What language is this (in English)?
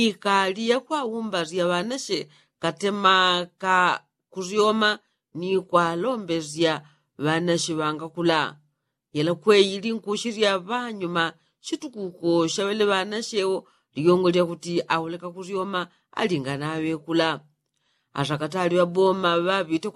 Yao